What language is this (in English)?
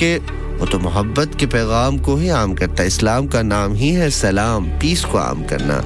Urdu